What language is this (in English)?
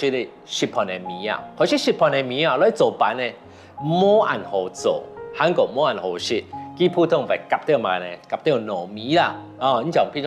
Hakka Chinese